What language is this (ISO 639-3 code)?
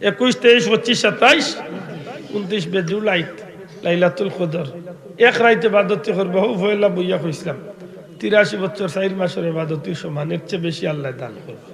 syl